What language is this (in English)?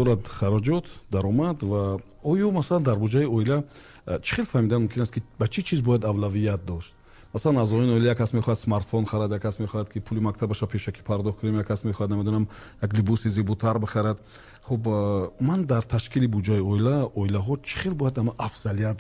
Tajik